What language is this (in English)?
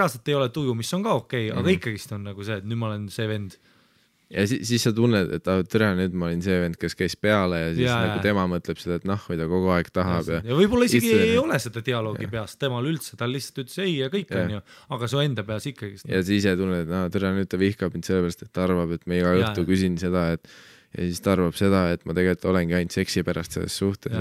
Estonian